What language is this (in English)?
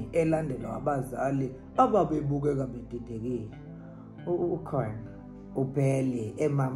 Zulu